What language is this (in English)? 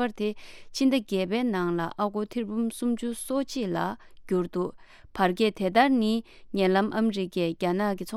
Tibetan